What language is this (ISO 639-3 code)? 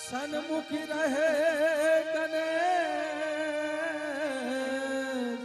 anp